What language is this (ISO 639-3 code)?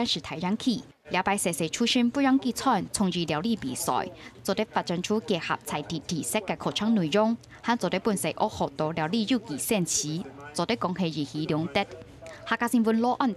hak